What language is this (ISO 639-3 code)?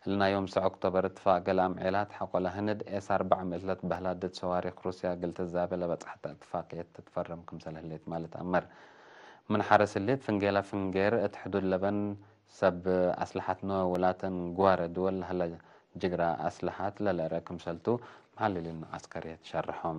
tig